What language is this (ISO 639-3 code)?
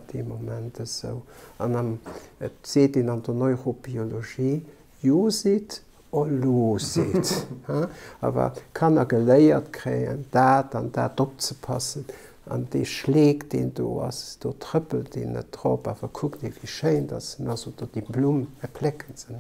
ltz